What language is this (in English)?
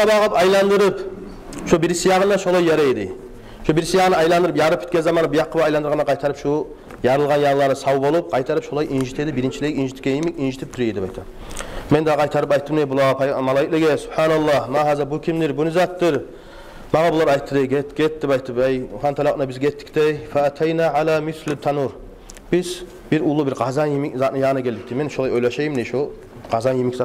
Kumyk